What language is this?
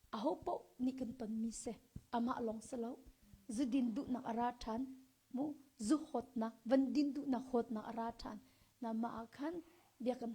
Hakha Chin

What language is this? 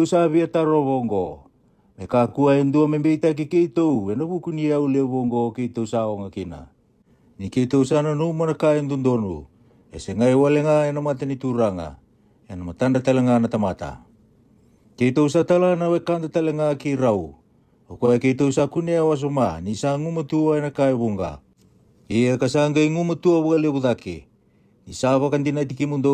Fijian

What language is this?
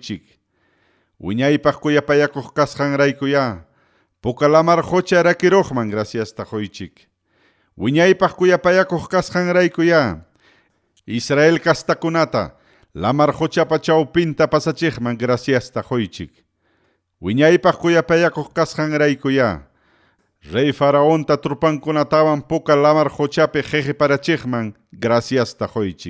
Ayacucho Quechua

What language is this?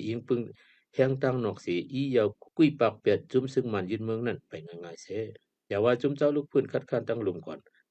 Shan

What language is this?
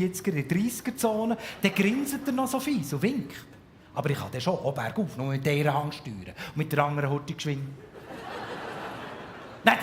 Swiss German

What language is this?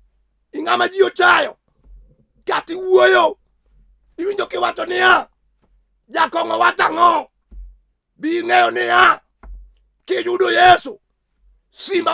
Luo (Kenya and Tanzania)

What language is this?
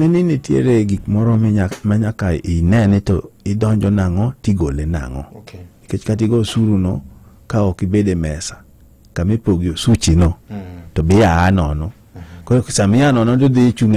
Luo (Kenya and Tanzania)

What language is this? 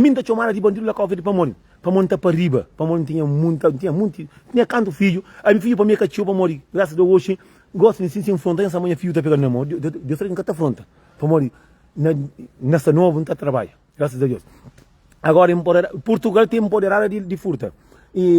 Kabuverdianu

